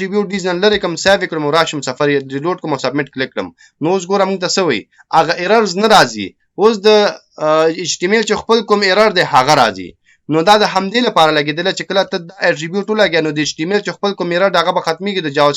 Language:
Pashto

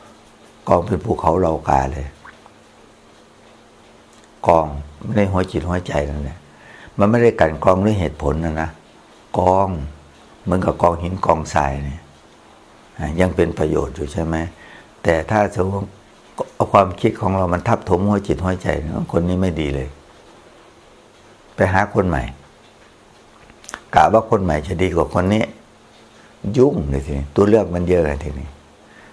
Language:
Thai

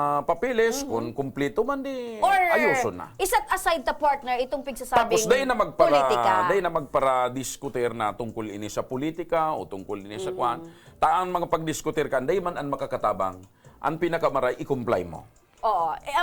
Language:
Bikol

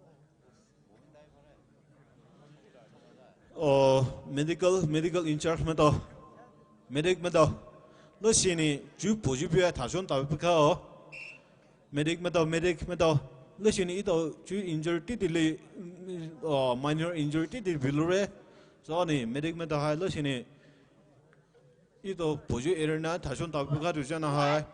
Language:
Poumei Naga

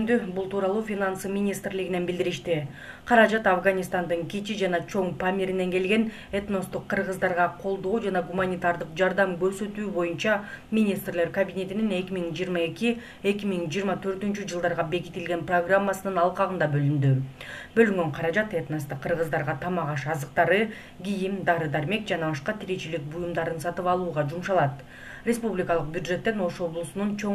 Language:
Kyrgyz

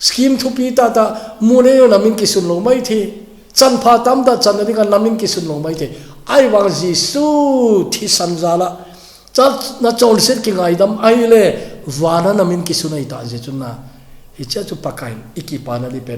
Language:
Thado Chin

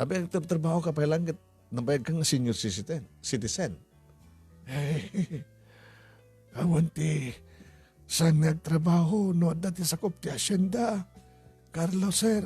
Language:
Iloko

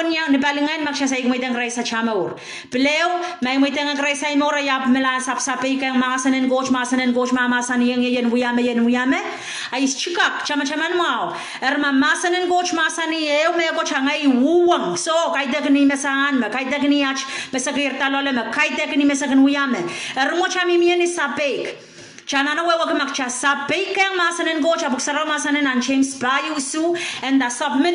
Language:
Pohnpeian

